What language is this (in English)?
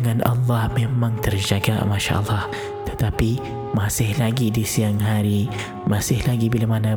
Malay